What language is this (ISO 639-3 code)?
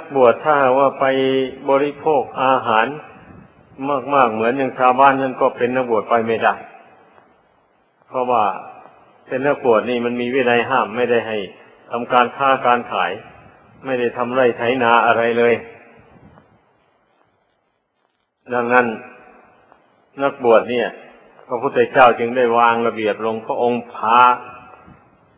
tha